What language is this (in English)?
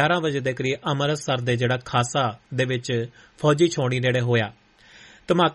Punjabi